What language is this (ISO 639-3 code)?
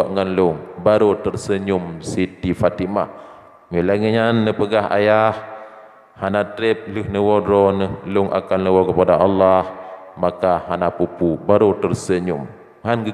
ace